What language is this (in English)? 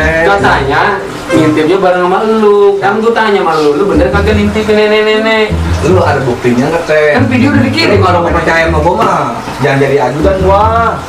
Betawi